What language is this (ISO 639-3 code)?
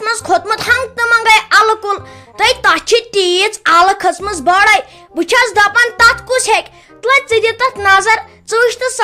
kas